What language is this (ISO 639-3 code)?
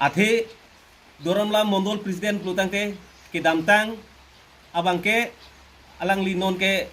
mjw